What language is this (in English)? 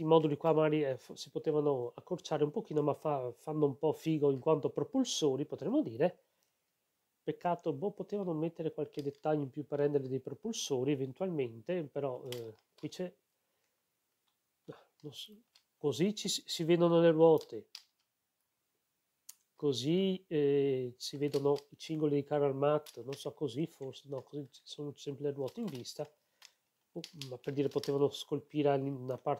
Italian